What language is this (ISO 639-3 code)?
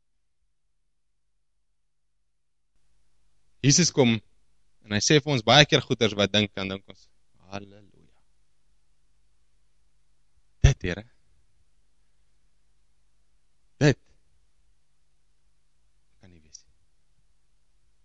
afr